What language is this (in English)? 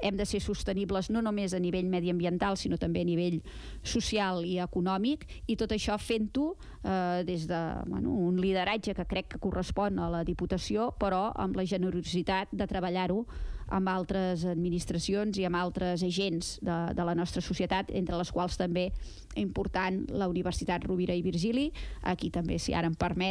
Catalan